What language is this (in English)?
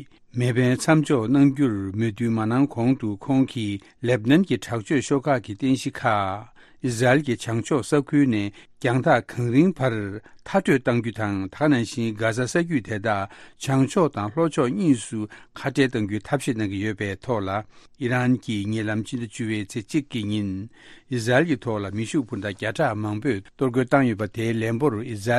Tibetan